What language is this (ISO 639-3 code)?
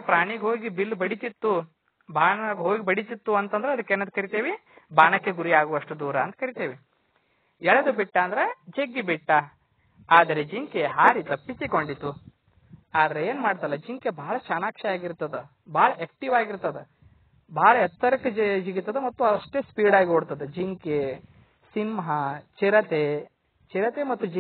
kan